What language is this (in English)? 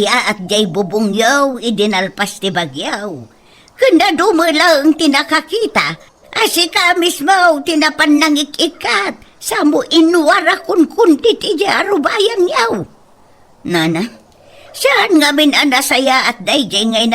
Iloko